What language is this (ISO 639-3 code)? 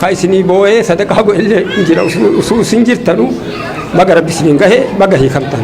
orm